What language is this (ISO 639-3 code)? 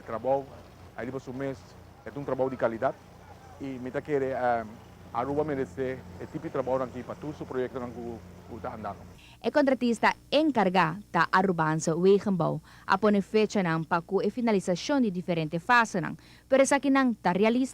pap